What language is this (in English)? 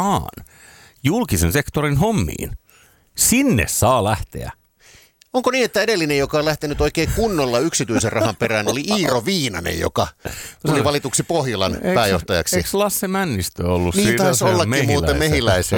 Finnish